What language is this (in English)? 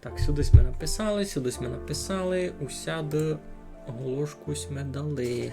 Rusyn